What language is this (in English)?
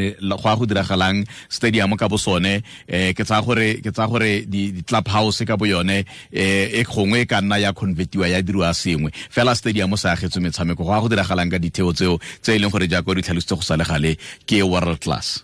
Tswana